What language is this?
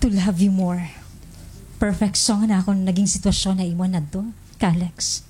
Waray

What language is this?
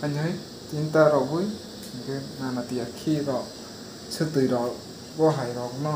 Kok Borok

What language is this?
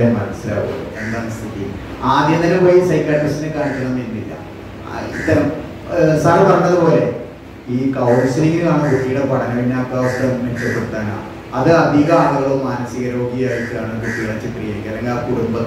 Malayalam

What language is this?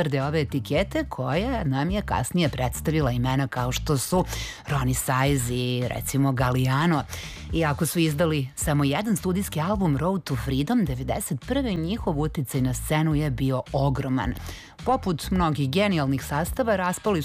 Serbian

